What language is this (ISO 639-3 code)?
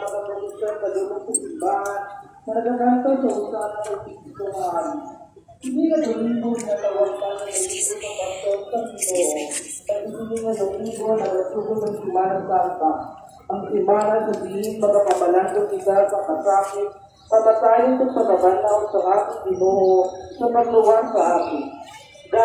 hil